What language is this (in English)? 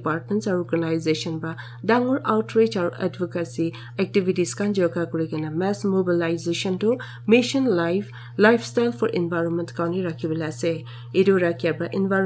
Naga Pidgin